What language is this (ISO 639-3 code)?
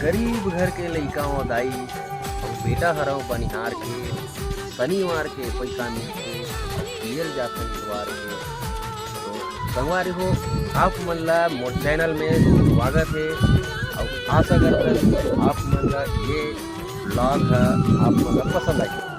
hne